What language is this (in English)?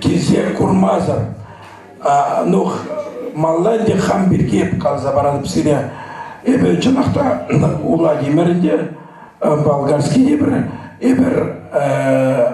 Chuvash